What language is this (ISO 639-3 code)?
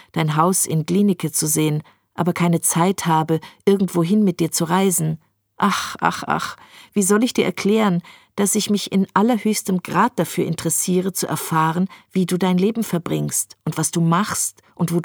deu